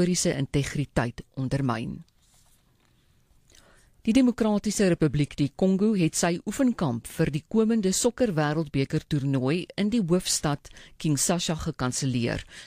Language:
Afrikaans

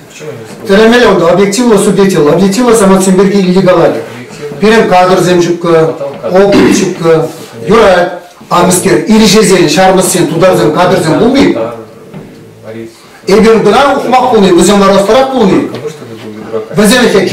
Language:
Chuvash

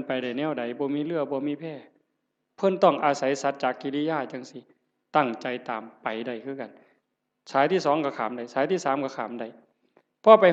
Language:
Northeastern Thai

